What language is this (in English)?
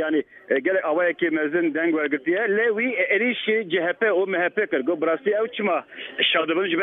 Kurdish